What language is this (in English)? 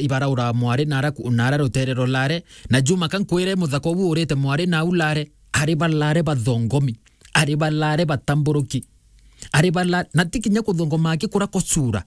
Meru